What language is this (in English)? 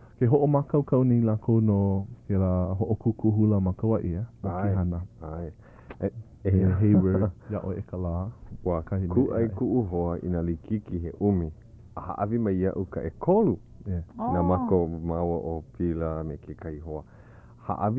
Hawaiian